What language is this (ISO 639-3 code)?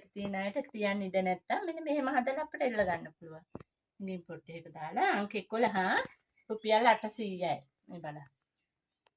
sin